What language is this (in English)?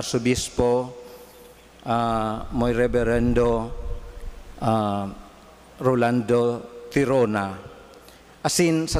Bikol